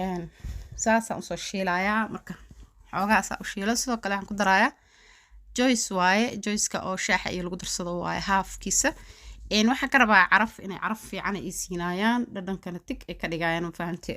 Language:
Somali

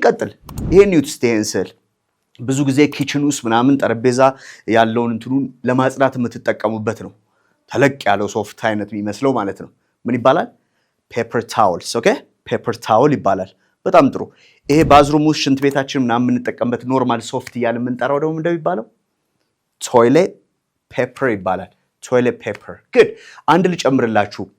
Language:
Amharic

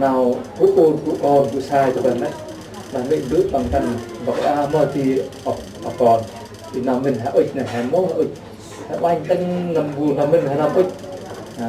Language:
Central Mnong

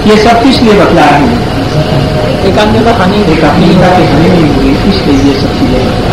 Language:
Hindi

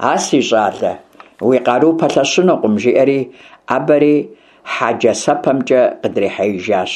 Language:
Kabardian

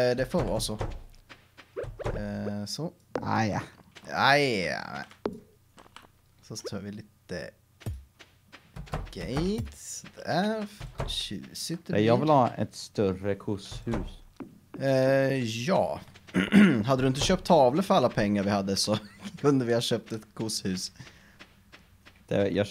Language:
Swedish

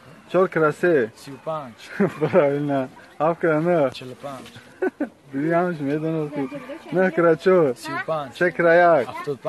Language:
Tajik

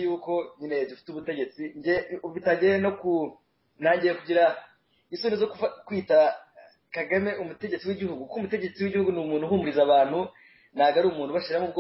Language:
Kinyarwanda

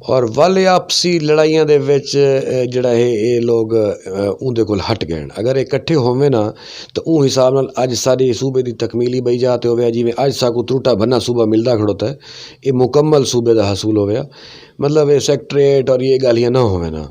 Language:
Saraiki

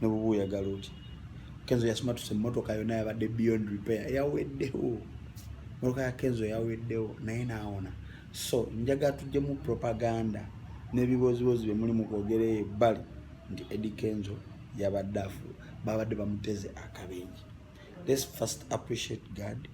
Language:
Ganda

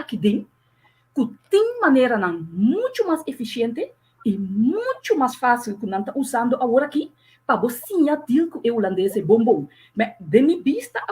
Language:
Papiamento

